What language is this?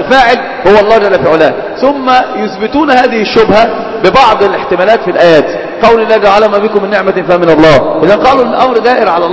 Arabic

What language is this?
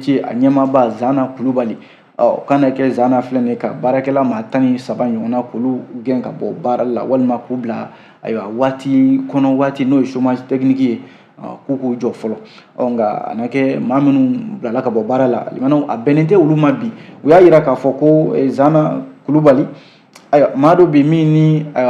Bambara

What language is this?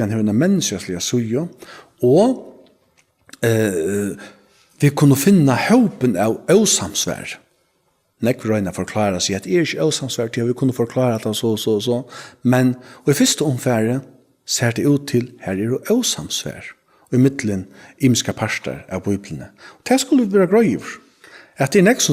Faroese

